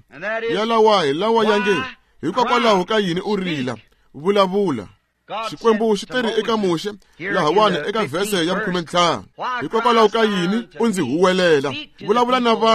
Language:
Tsonga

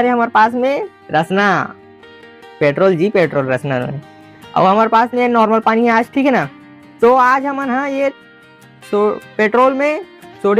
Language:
Chhattisgarhi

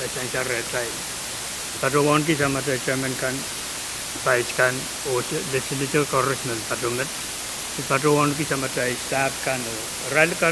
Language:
Pohnpeian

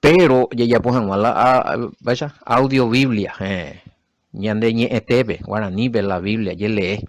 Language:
Guarani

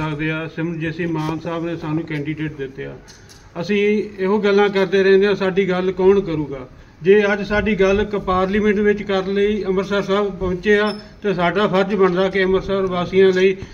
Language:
Punjabi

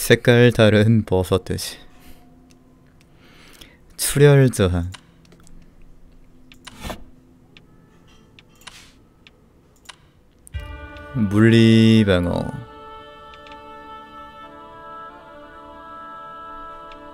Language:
Korean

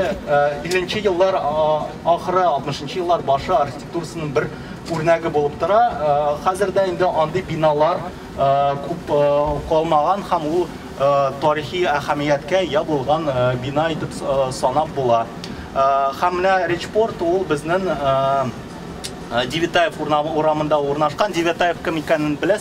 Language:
Tatar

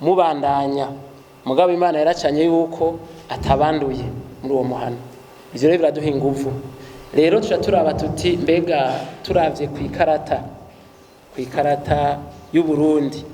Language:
Rundi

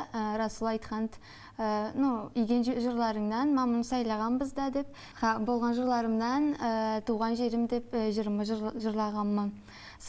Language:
Karachay-Balkar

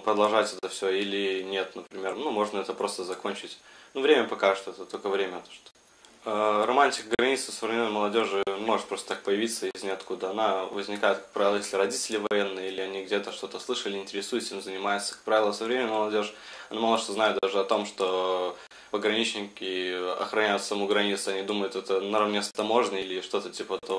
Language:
Russian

